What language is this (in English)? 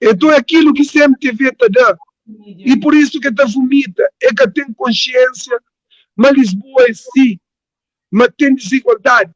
Kabuverdianu